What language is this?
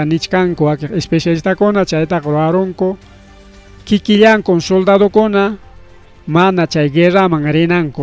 Ayacucho Quechua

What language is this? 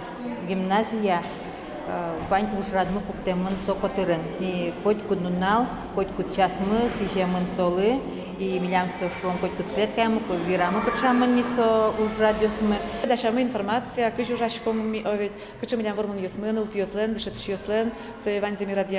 Udmurt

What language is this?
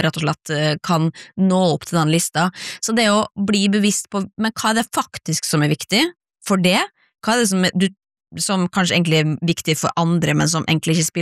Norwegian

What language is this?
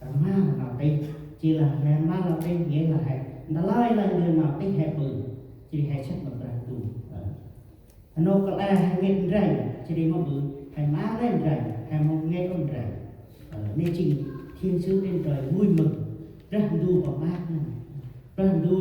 Central Mnong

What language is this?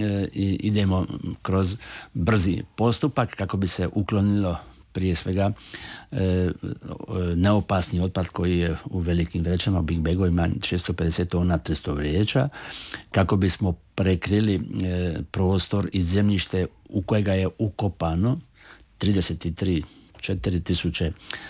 Croatian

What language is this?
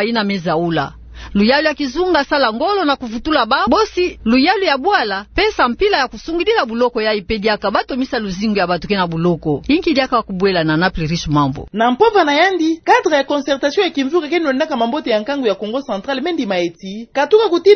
Kituba (Democratic Republic of Congo)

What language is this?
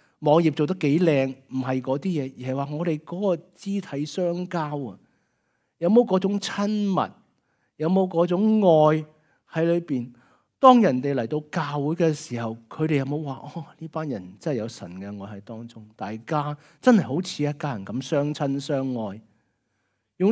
Cantonese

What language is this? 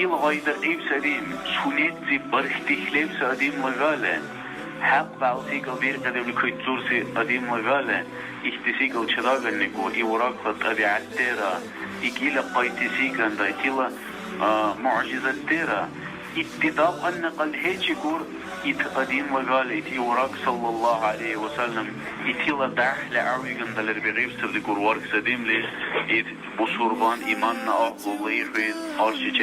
Dargwa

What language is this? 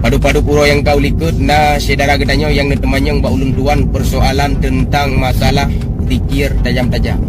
Achinese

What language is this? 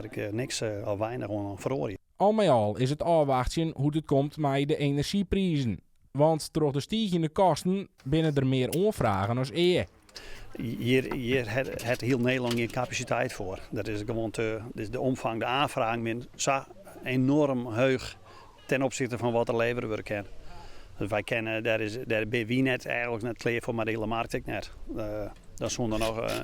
Western Frisian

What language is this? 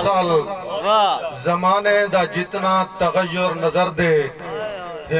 Saraiki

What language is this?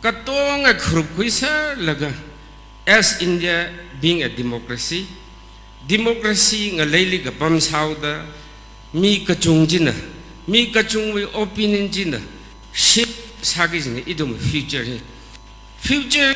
Tangkhul Naga (India)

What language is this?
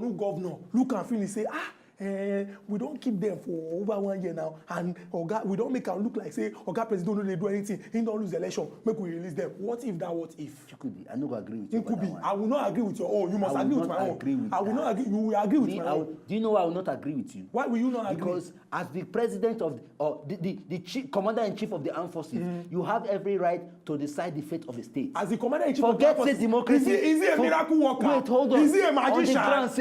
Nigerian Pidgin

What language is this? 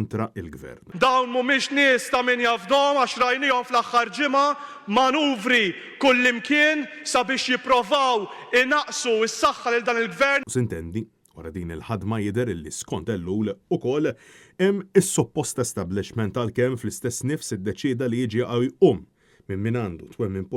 Maltese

